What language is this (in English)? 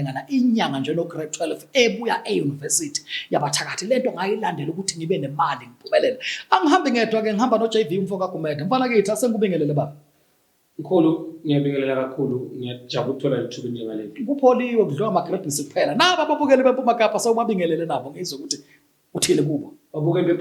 Zulu